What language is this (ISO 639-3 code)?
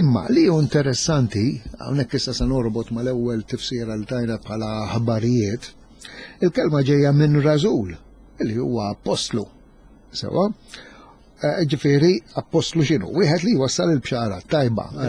mlt